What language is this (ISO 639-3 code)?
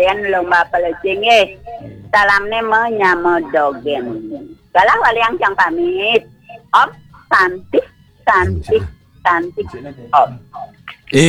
ban